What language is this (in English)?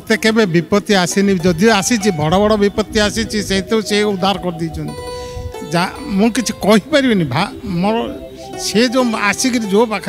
Odia